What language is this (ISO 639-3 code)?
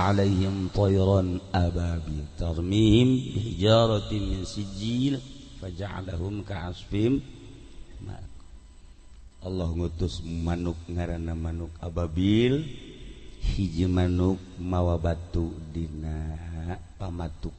sun